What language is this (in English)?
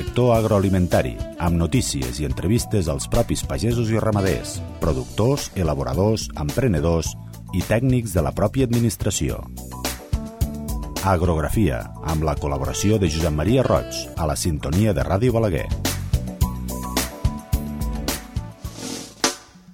Catalan